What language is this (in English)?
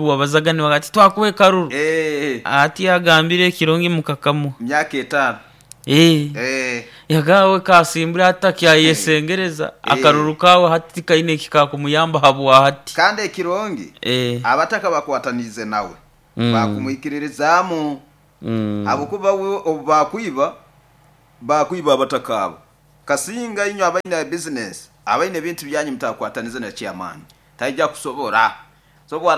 Nyoro